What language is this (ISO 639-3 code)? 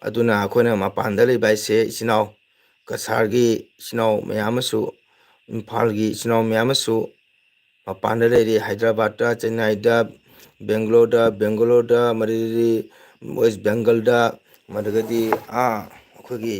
mni